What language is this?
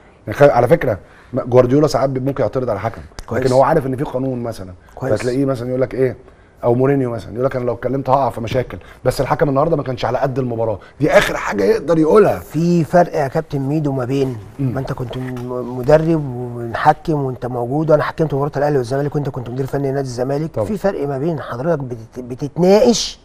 Egyptian Arabic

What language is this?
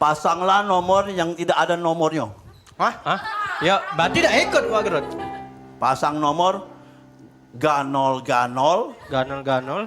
Musi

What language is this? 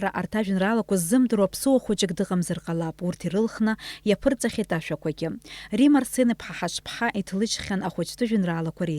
Abkhazian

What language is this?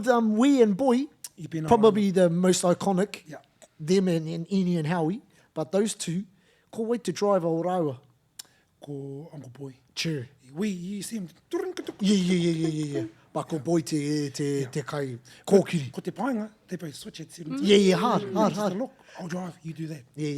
Māori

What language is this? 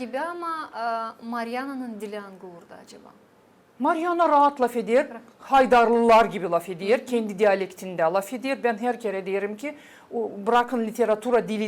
Gagauz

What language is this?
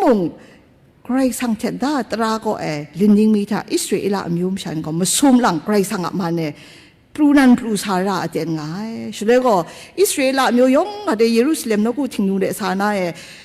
Kachin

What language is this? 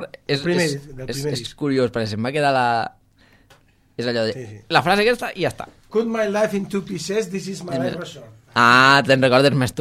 Catalan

